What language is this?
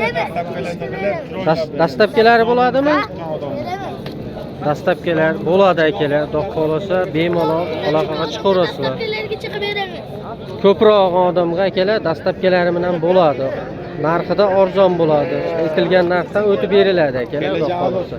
Uzbek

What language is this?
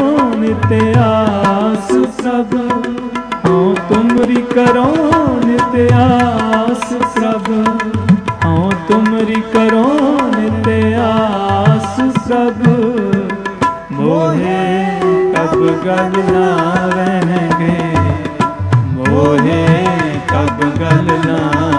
Hindi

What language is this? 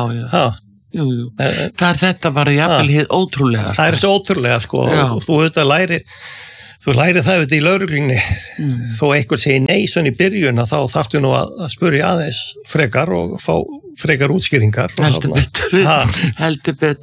Icelandic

